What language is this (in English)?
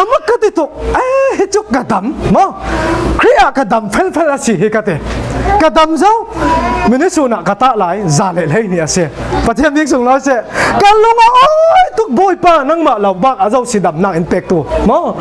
Falam Chin